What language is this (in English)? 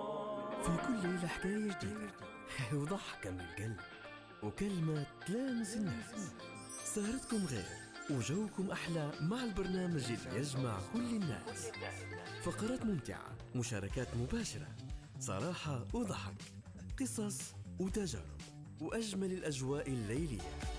Arabic